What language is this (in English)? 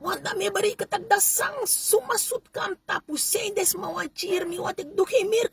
Sranan Tongo